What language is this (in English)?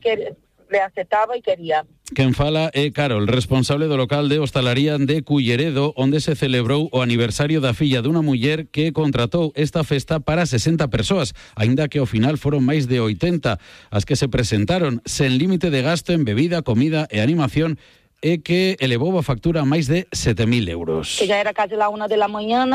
Galician